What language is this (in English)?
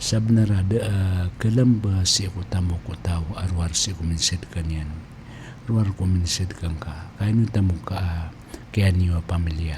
Maranao